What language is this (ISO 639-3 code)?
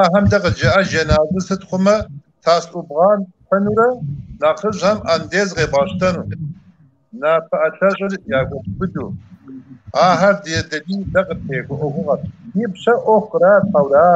kbd